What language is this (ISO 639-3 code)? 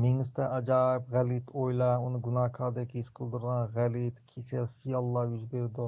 uig